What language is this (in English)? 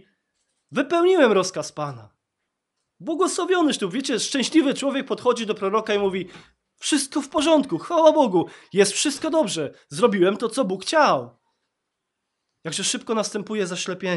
Polish